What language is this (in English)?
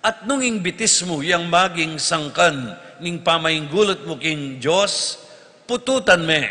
Pampanga